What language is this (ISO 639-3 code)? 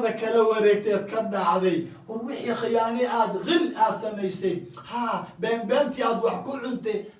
som